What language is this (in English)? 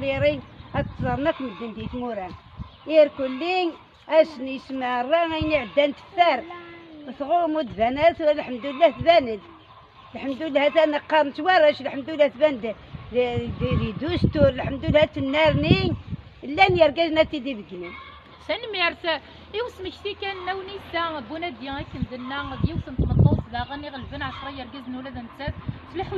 Kabyle